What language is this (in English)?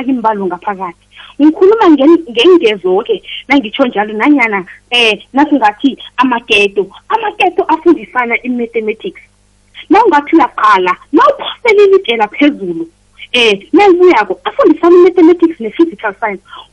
South Ndebele